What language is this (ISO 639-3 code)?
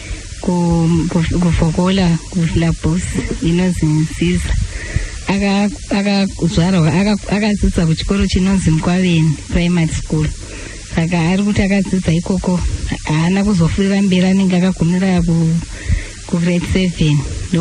sna